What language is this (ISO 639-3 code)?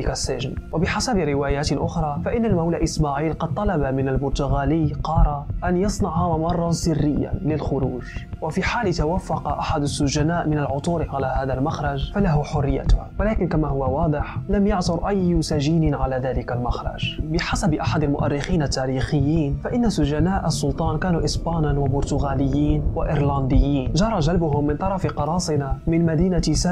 ara